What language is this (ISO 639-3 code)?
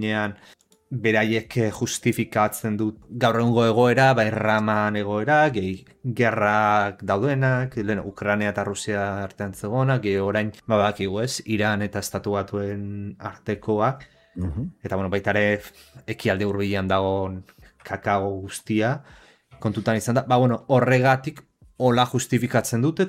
eus